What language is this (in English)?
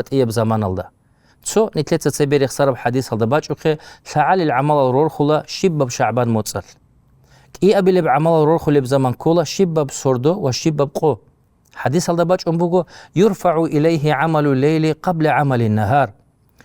Avaric